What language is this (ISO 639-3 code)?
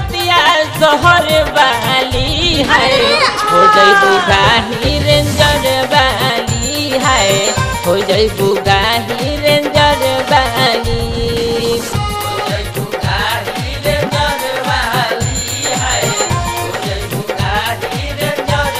bho